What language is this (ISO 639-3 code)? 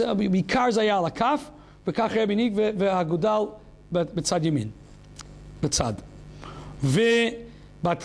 heb